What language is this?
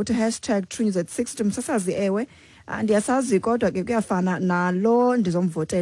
Xhosa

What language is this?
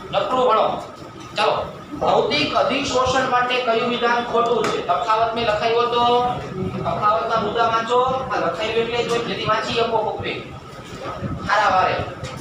Gujarati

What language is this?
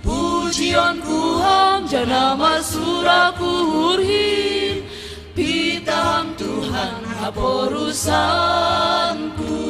Batak Simalungun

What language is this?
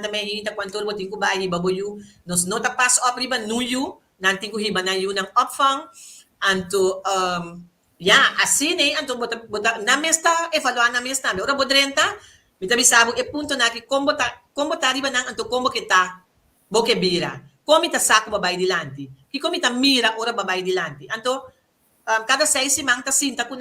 Papiamento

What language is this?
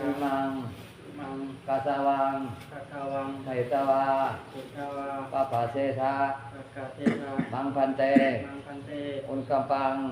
Pali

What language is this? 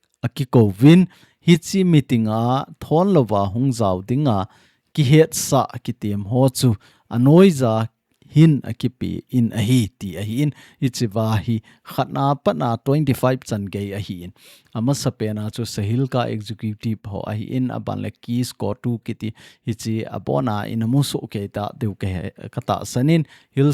Thado Chin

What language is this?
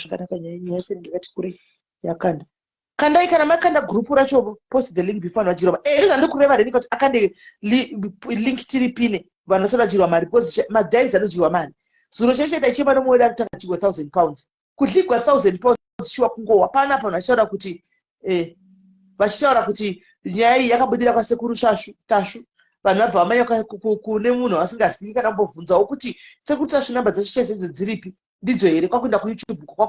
Shona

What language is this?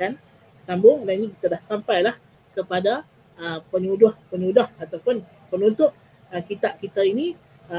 Malay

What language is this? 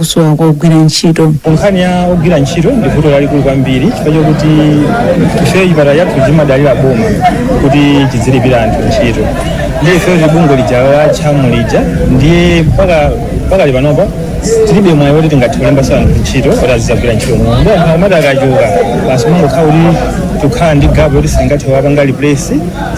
Nyanja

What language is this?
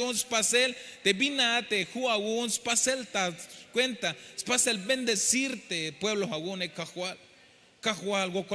Tzeltal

